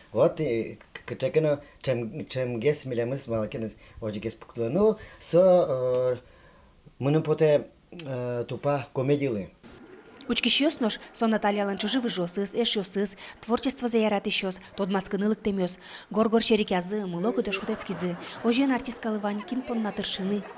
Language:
Udmurt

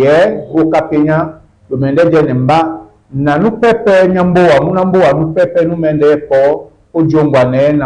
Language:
Duala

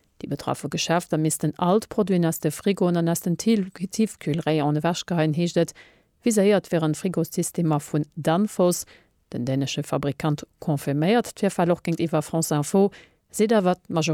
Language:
Luxembourgish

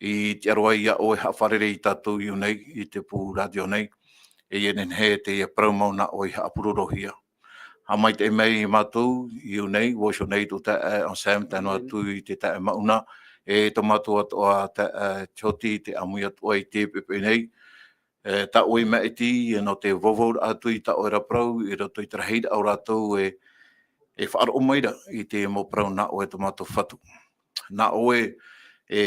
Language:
Tahitian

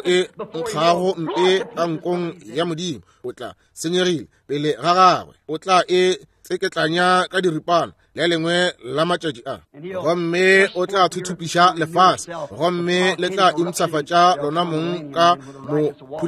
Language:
Northern Sotho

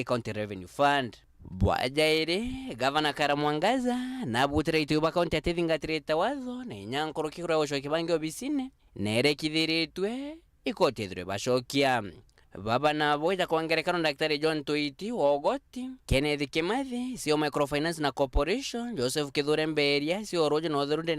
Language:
Meru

